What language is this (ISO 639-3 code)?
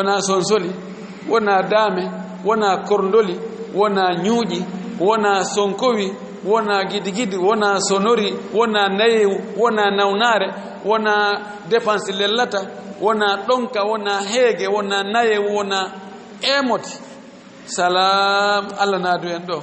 ful